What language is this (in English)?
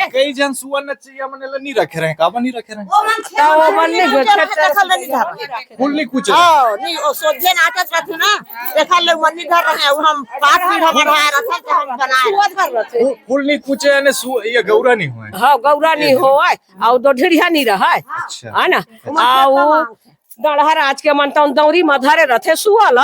Chhattisgarhi